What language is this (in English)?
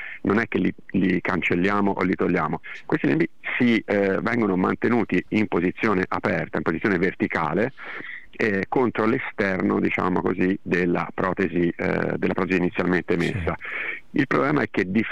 Italian